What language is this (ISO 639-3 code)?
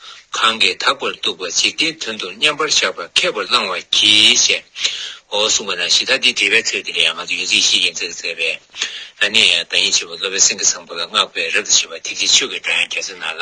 bod